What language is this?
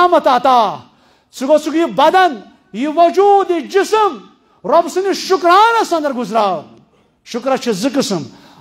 Kashmiri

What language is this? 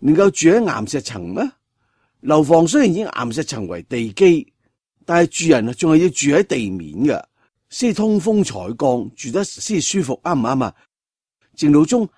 Cantonese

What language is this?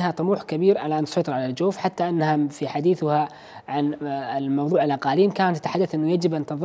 Arabic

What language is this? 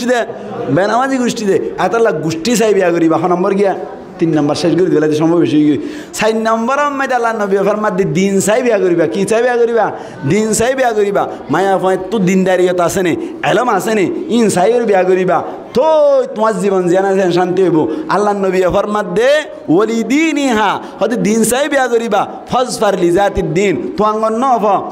Rohingya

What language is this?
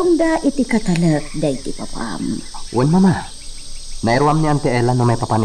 Iloko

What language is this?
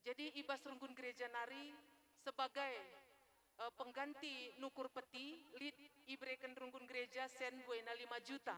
Batak Karo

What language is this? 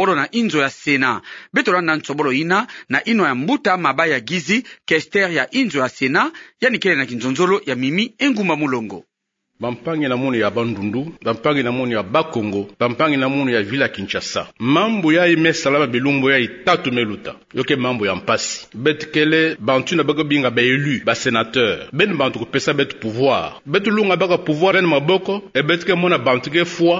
Kituba (Democratic Republic of Congo)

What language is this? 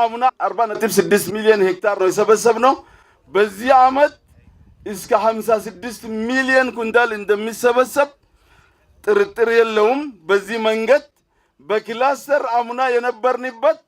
Amharic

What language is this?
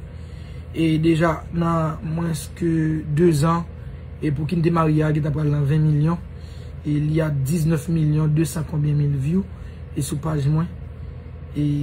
Haitian Creole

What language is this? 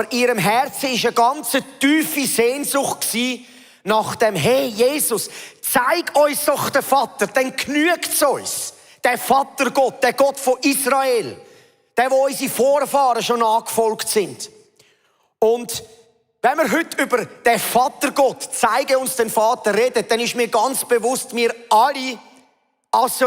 Swiss German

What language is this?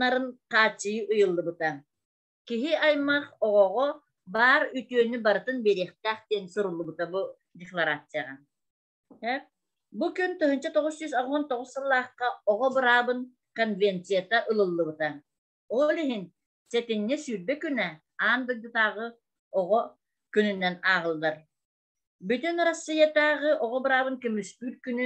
Yakut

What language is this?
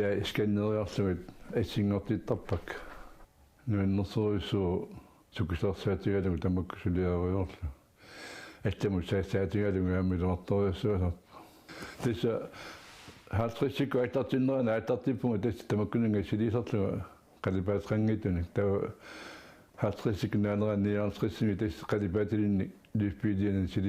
Kalaallisut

